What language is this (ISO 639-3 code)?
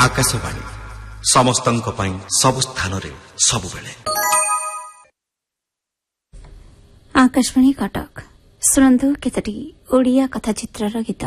ori